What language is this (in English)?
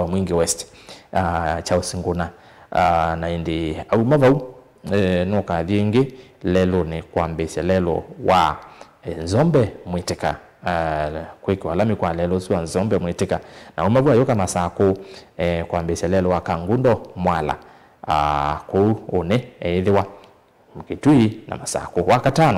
Kamba